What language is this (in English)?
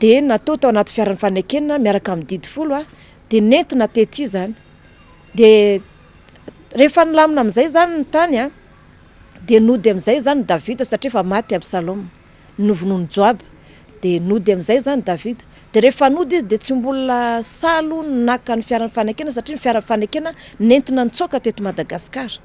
Malagasy